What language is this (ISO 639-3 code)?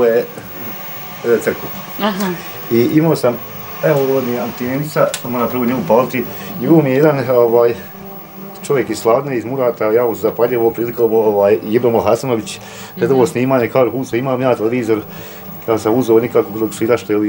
bos